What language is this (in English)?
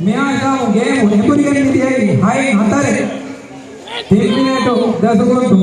Divehi